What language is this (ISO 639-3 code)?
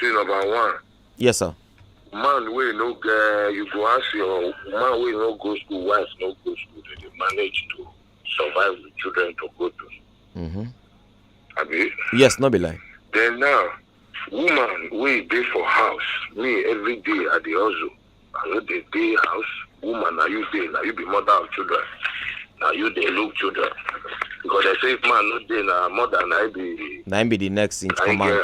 pcm